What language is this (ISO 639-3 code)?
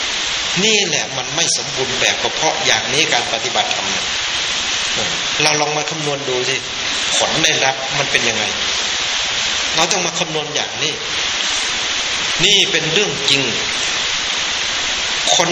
tha